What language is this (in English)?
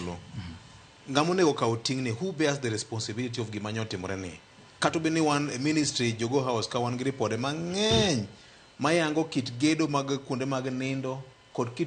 Luo (Kenya and Tanzania)